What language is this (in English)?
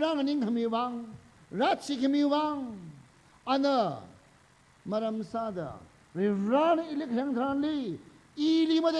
Tangkhul Naga (India)